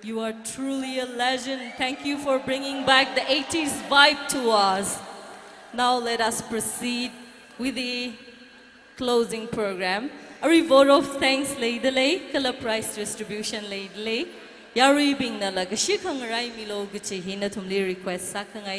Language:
Tangkhul Naga (India)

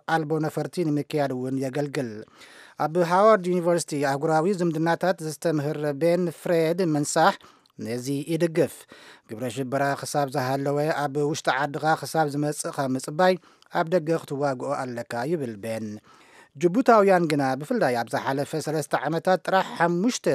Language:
Tigrinya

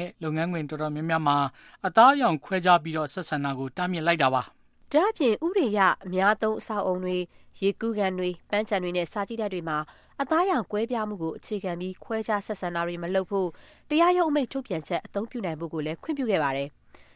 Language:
Burmese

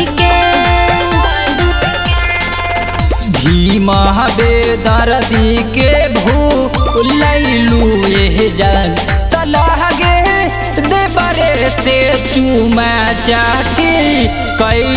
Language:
Bhojpuri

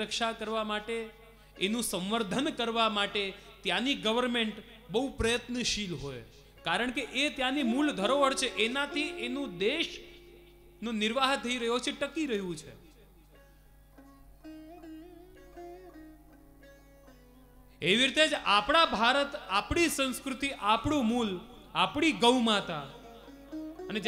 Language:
Gujarati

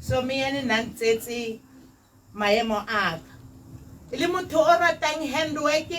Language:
Tswana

